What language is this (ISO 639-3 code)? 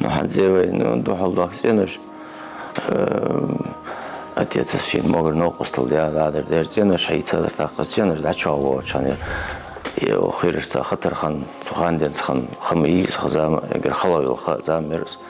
inh